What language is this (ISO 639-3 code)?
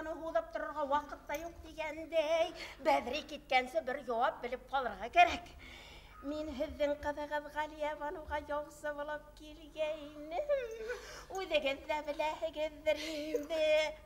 bak